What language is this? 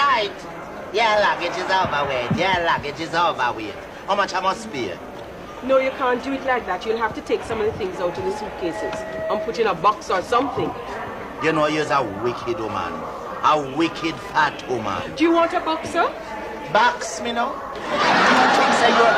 Jamaican Creole English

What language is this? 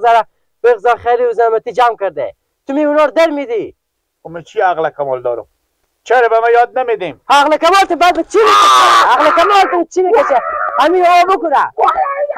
Persian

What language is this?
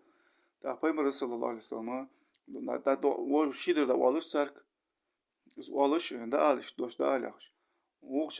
Ingush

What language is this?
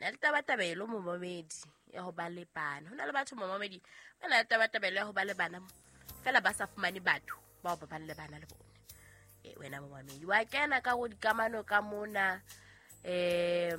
Southern Sotho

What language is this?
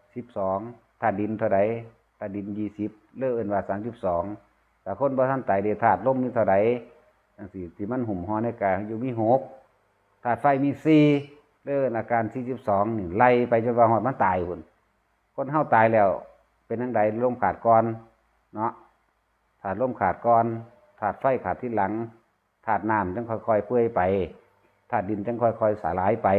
Northeastern Thai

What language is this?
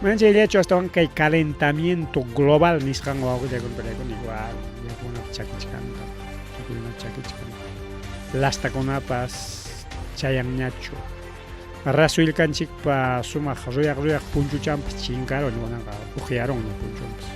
Ayacucho Quechua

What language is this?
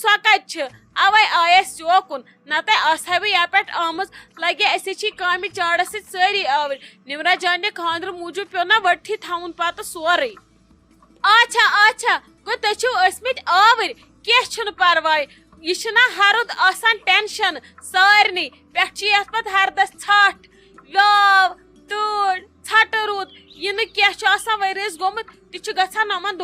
Kashmiri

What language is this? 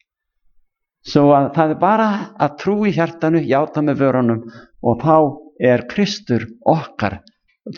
Icelandic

